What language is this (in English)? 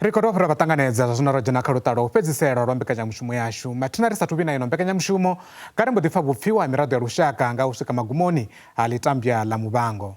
Venda